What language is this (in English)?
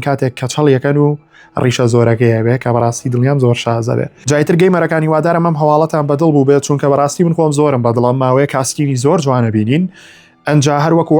Central Kurdish